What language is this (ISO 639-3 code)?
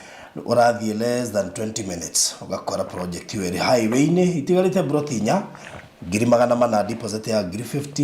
kik